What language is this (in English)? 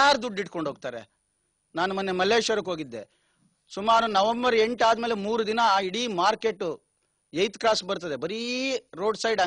Kannada